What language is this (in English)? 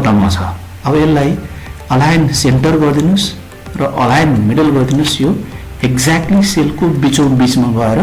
Nepali